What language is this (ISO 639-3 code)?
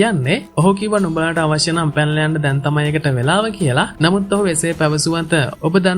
sin